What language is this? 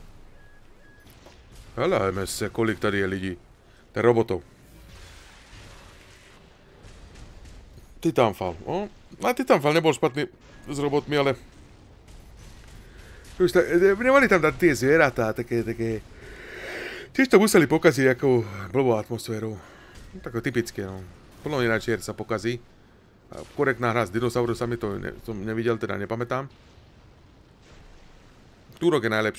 Slovak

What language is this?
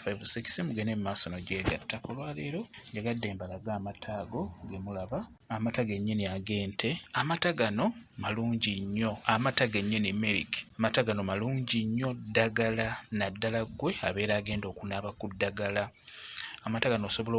Ganda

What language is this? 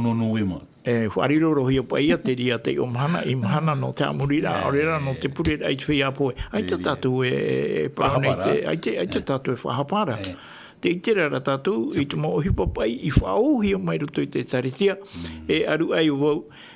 Tahitian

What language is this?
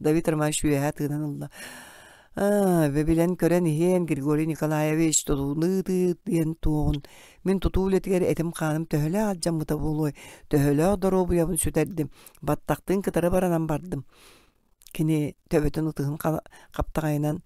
Yakut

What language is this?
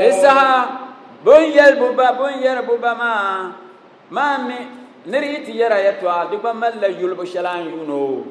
Dagbani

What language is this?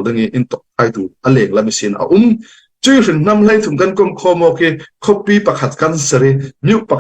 Falam Chin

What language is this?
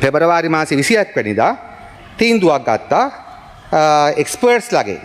Sinhala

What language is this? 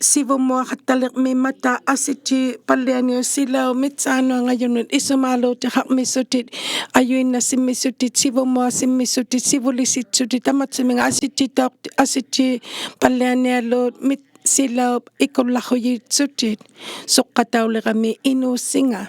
Inuktitut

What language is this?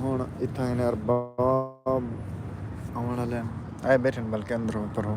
Saraiki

